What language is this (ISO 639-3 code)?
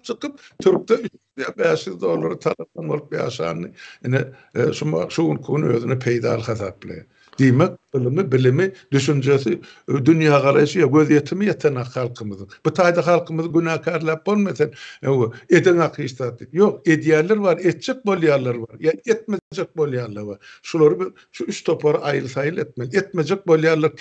tuk